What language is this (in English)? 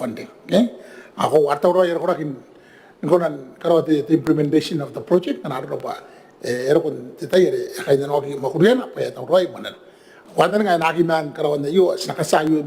Gilbertese